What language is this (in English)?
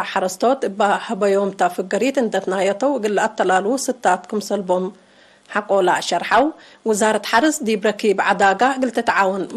Tigre